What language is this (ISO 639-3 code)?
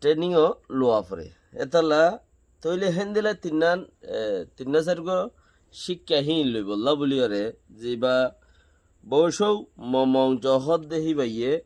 rhg